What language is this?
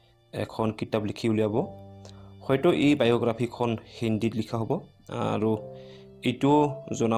Assamese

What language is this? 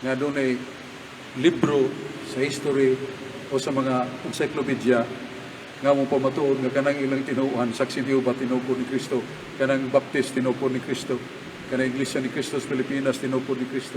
Cebuano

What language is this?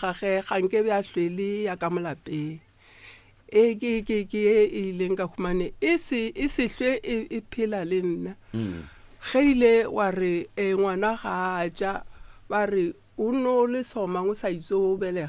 Northern Sotho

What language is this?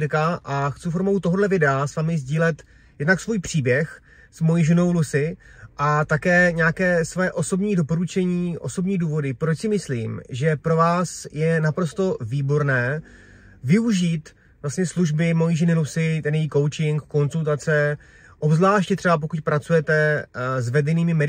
Czech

